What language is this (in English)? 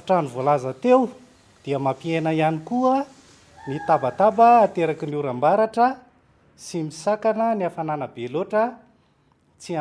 Malagasy